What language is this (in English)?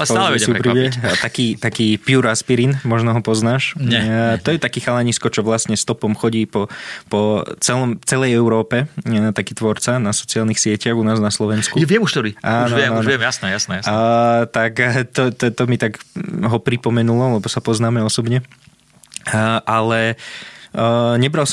Slovak